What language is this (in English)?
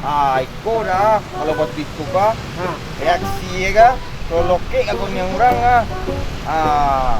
Minangkabau